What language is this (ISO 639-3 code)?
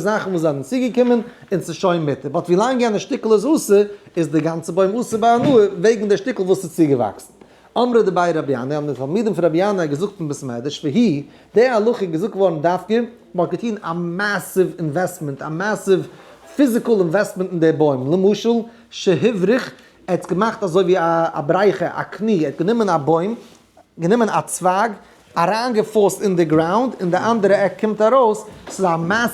yid